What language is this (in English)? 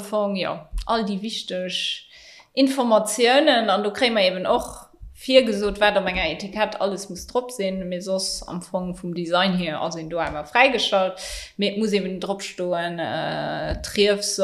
Luxembourgish